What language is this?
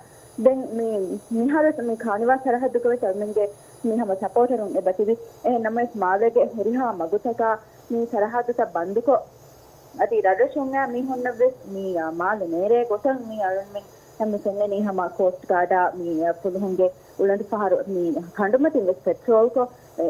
Divehi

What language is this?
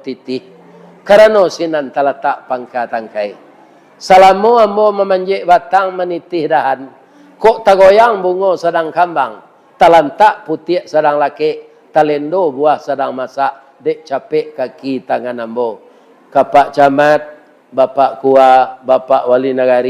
Minangkabau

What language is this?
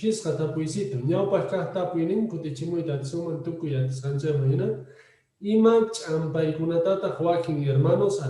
Quechua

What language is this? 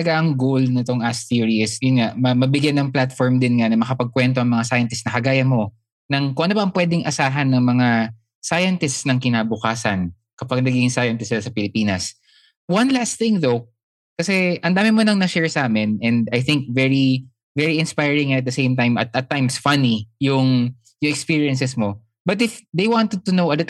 Filipino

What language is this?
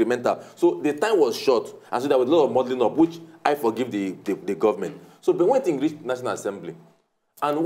Nigerian Pidgin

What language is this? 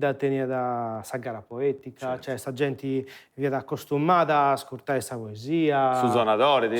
Sardinian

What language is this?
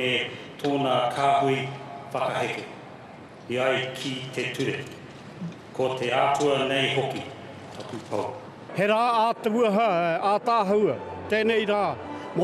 Māori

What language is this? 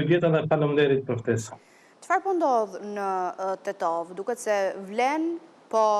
Albanian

